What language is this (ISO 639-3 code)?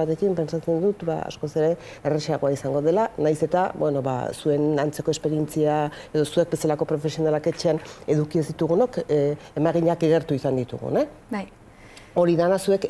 eus